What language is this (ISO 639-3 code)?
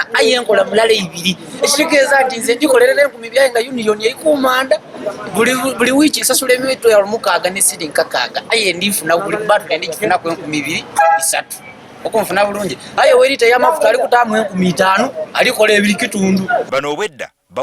lug